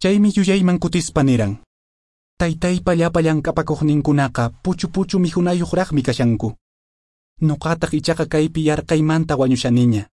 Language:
Quechua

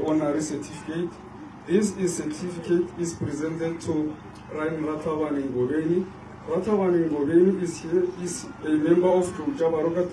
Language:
Northern Sotho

